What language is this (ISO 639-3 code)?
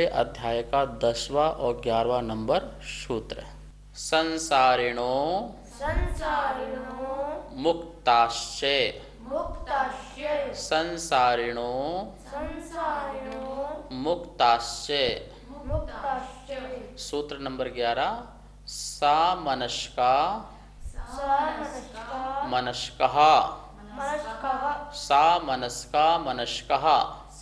hin